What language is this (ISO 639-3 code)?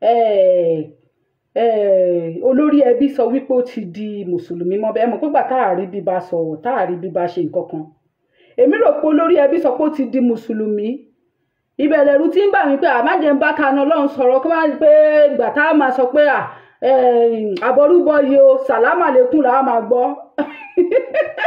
yor